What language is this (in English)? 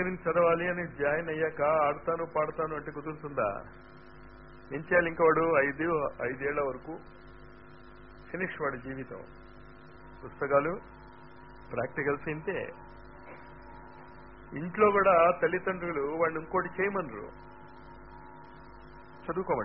Telugu